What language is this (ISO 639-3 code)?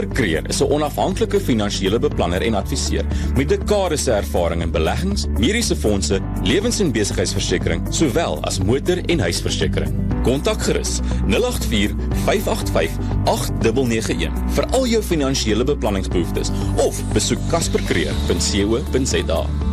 afr